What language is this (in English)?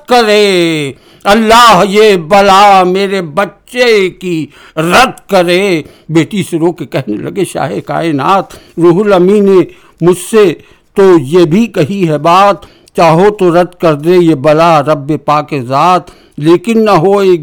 Urdu